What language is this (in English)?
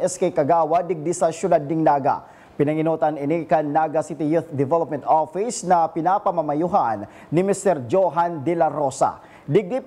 Bikol